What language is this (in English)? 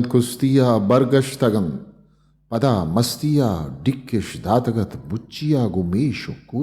Eastern Balochi